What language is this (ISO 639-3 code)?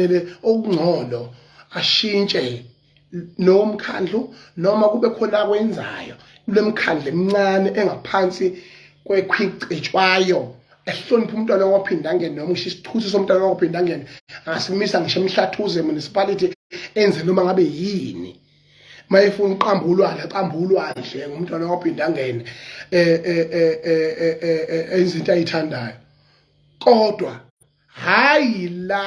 zul